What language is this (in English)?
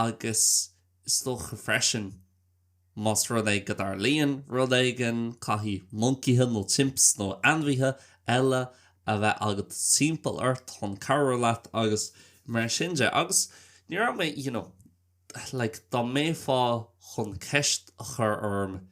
Irish